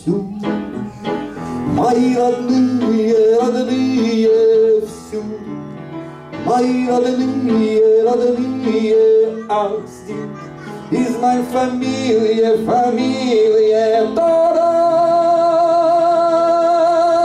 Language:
Russian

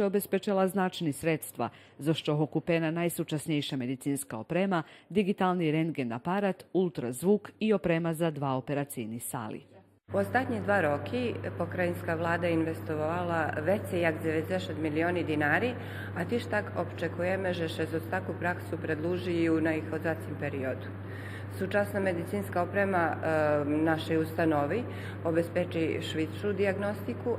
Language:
Rusyn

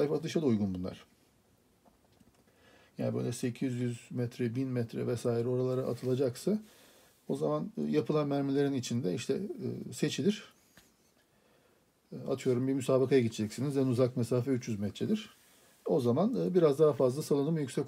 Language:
Turkish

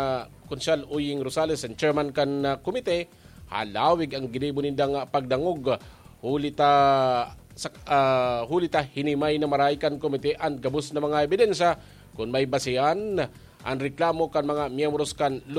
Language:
Bikol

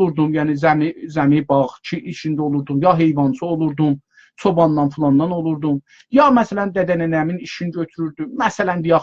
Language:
South Azerbaijani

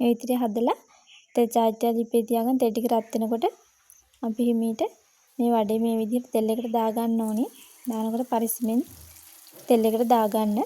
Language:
Sinhala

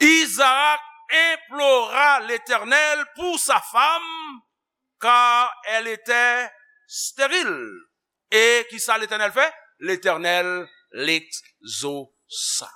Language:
Haitian Creole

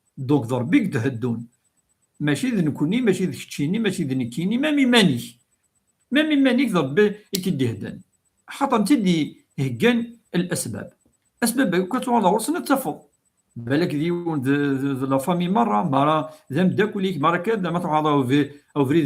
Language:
Kabyle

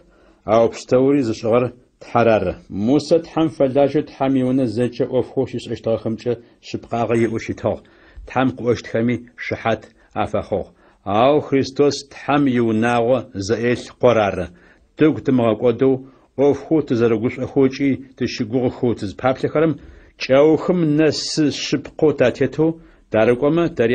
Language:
Adyghe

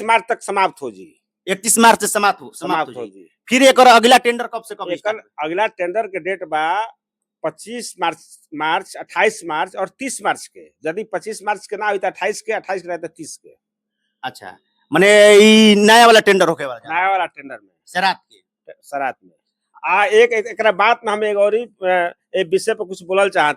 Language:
Bhojpuri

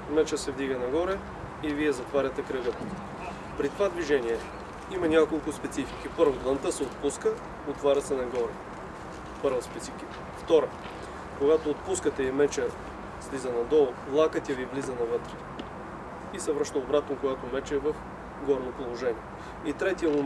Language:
Bulgarian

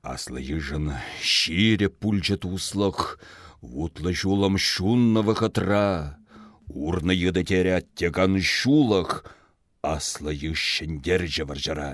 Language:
Chuvash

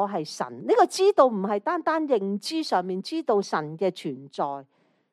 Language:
Cantonese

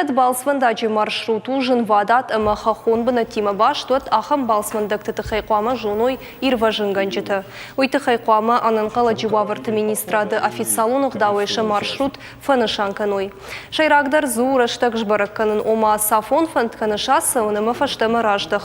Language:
Ossetic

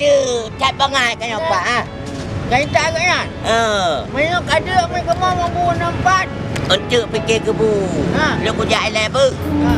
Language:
Achinese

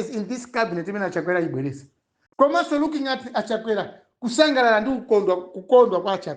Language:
Nyanja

